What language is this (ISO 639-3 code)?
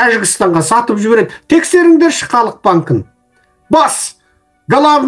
kaz